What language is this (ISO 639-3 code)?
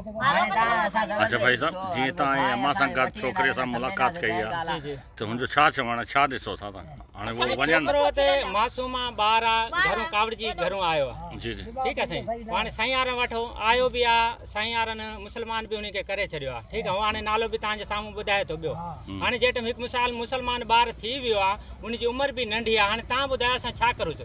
snd